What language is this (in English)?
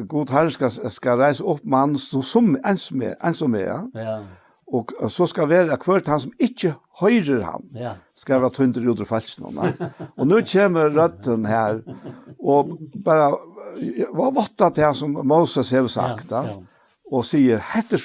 Faroese